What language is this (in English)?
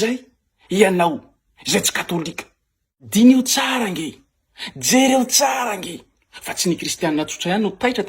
Malagasy